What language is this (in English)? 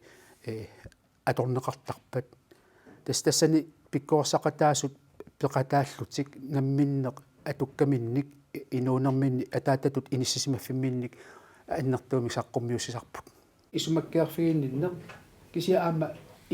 Kalaallisut